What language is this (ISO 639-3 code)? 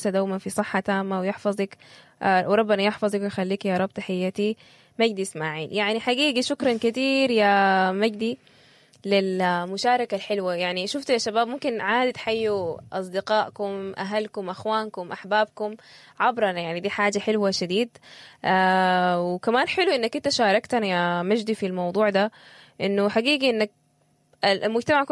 apd